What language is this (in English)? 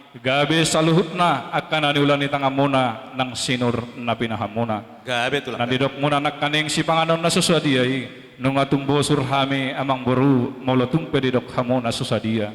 Batak Toba